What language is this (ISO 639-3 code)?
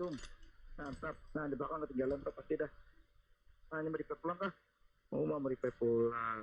bjn